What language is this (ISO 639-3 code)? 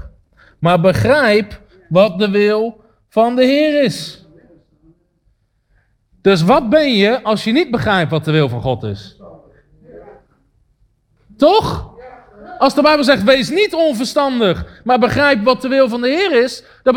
nld